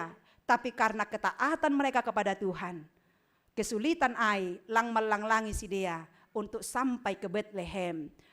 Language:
Batak Simalungun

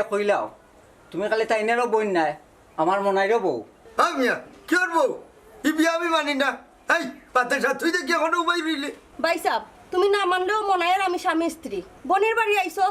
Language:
Sylheti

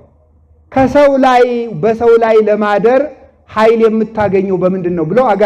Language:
Amharic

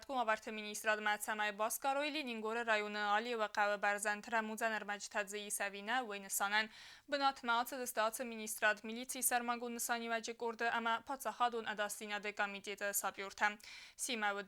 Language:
Ossetic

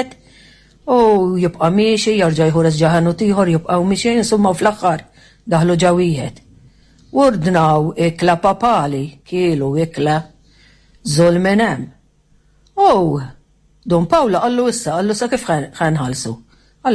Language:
Maltese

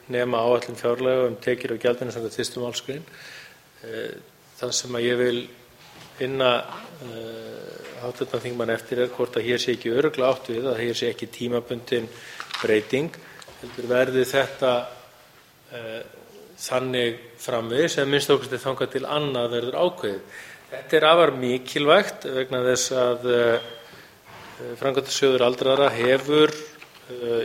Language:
Icelandic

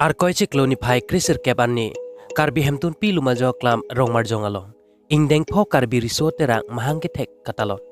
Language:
Karbi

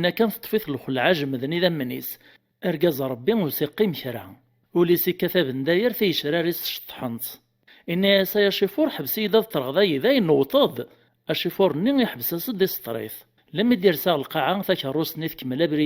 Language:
Kabyle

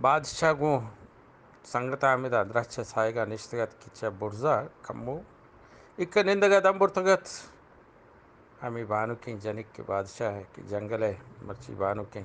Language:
Eastern Balochi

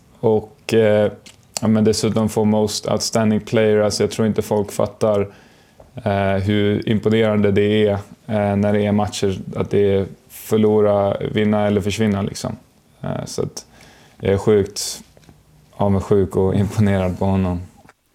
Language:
Swedish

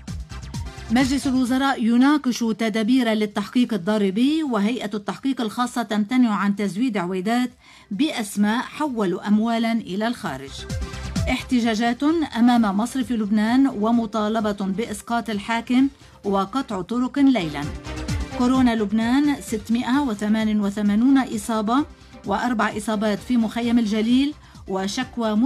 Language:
Arabic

